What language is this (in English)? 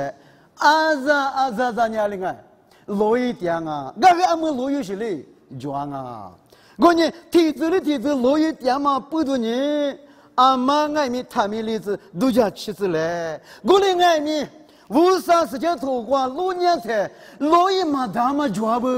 Lisu